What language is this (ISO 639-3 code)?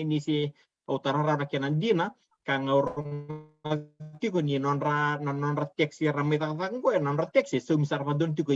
fij